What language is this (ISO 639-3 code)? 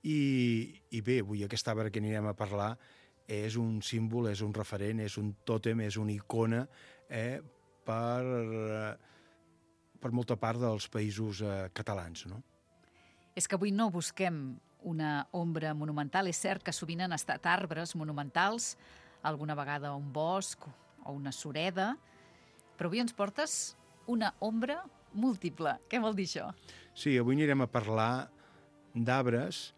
cat